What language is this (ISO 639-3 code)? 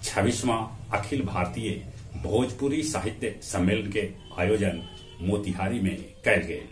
mag